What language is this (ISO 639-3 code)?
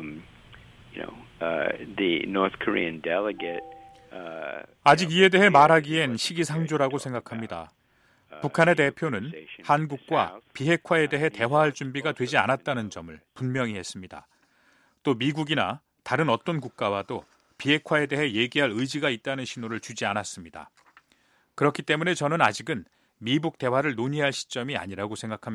kor